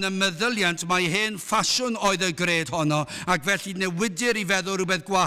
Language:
Welsh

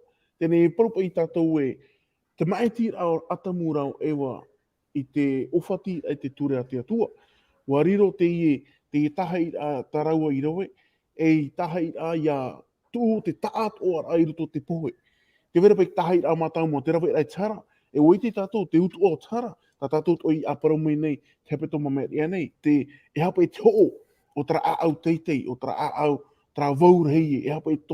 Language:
Tahitian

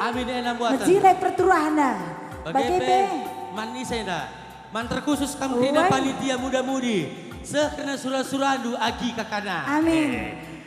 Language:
Batak Karo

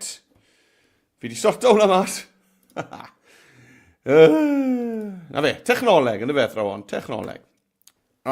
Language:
Welsh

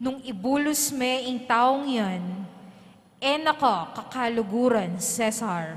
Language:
Pampanga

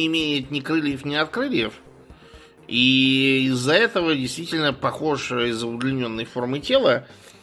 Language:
Russian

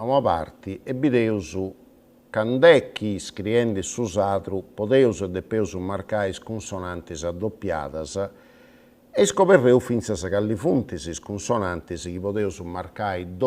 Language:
Sardinian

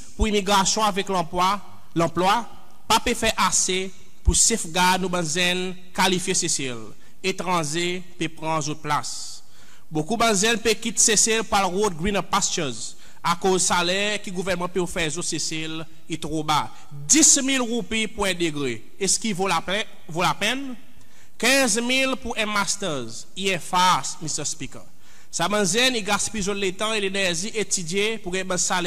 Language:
Seselwa Creole French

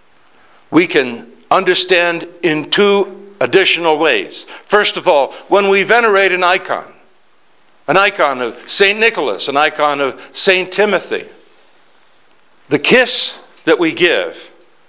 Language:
English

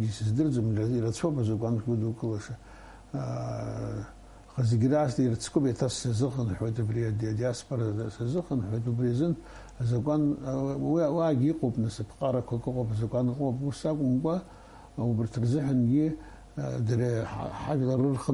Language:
Abkhazian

